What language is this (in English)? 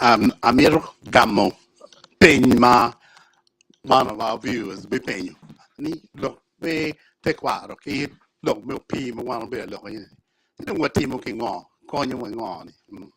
Acoli